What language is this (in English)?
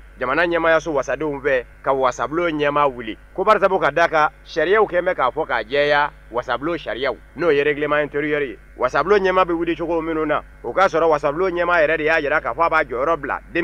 Bambara